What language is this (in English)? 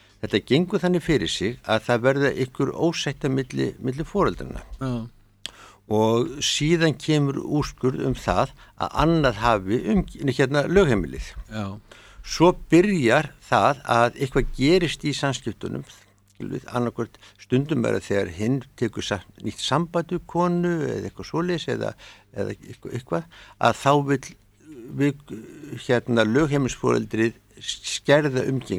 Icelandic